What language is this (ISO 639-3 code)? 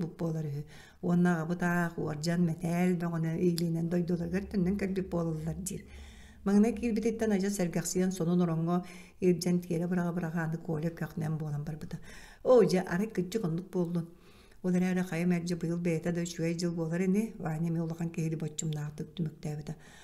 sah